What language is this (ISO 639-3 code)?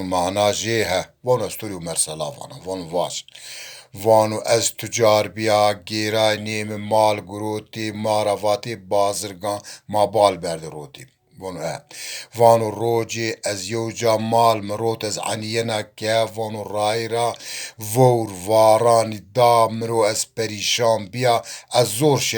zza